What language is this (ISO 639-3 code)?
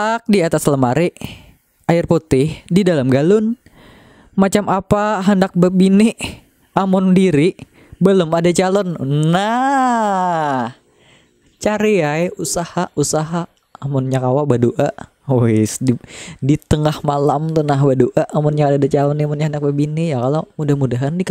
bjn